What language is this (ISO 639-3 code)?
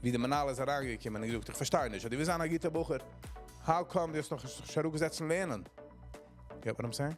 yid